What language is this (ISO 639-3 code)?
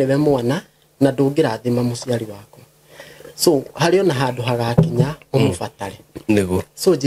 kik